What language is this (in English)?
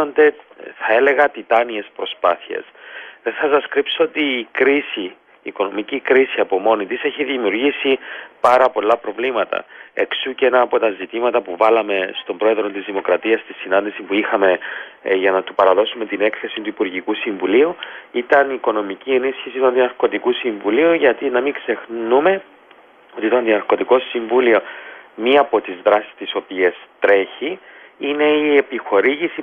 Greek